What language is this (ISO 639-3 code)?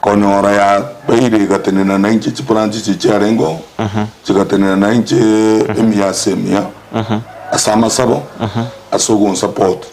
guz